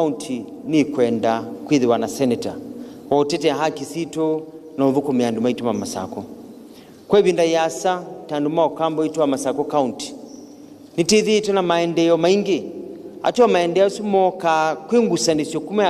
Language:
Kamba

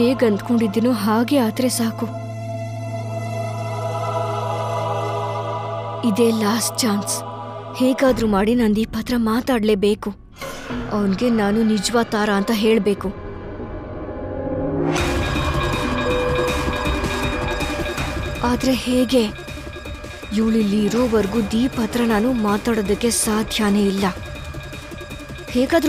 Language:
Kannada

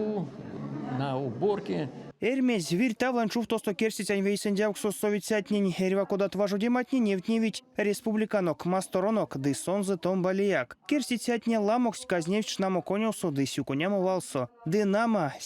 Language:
Erzya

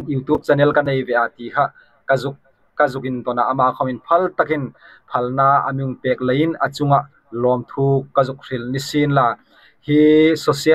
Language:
Hmar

